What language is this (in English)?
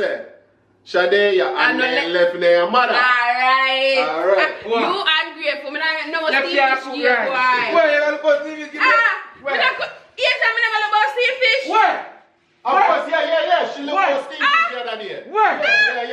Jamaican Creole English